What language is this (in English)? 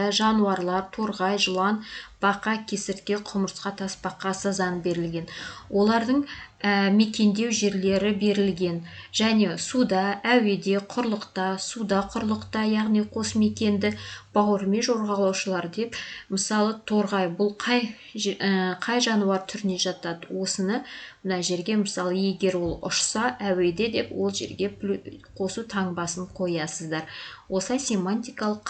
Kazakh